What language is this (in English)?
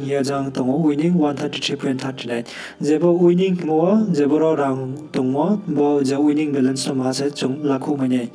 Riang (India)